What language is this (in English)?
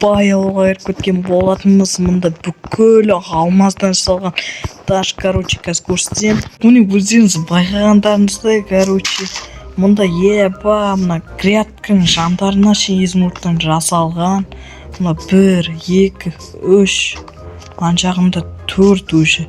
Kazakh